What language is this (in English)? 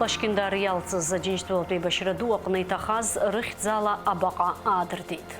Abkhazian